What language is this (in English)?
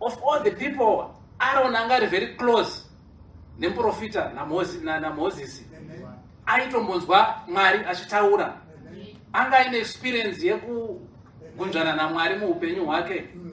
Shona